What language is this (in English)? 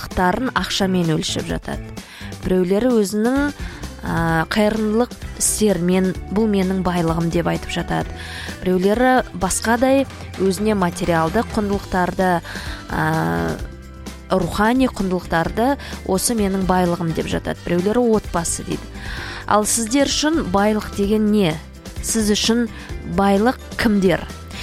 Kazakh